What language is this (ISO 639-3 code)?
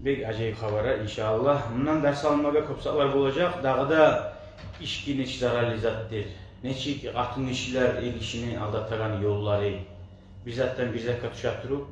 kum